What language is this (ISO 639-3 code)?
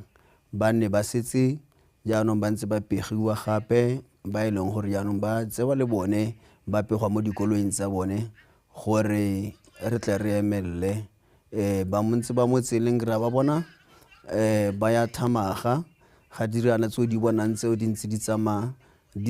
tsn